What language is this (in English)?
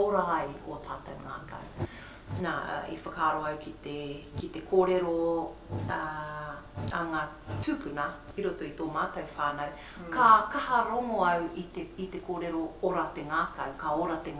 Māori